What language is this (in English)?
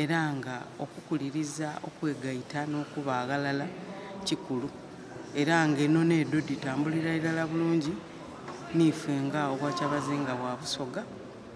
Soga